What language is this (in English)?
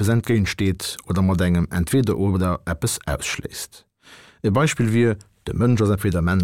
Luxembourgish